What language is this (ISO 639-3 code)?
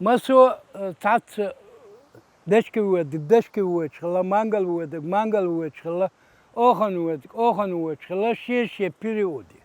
che